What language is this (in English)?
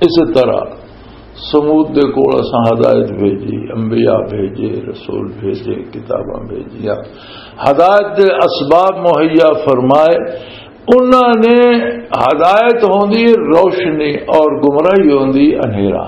Western Panjabi